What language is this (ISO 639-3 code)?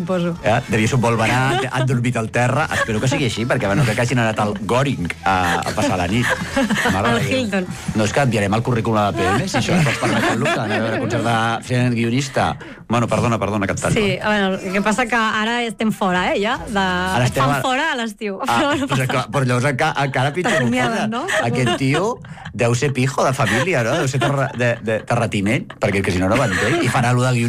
cat